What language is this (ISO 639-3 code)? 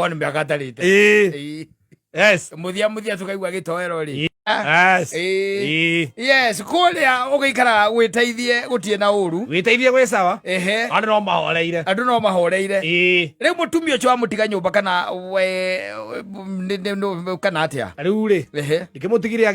kik